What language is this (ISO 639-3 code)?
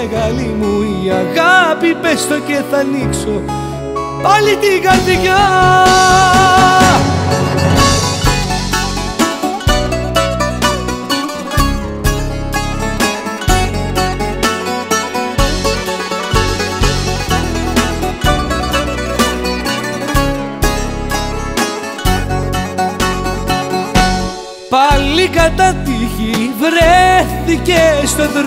ell